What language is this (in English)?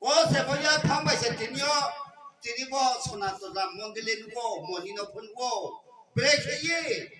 Riang (India)